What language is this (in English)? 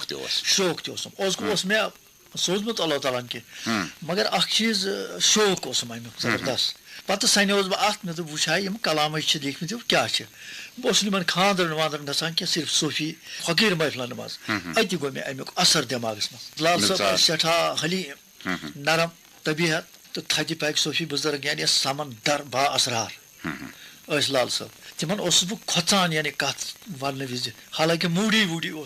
Kashmiri